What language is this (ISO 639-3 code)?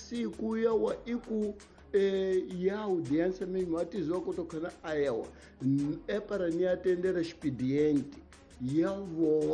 tso